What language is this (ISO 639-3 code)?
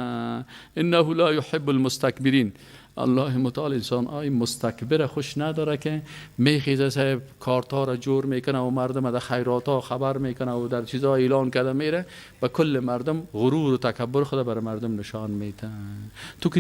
fas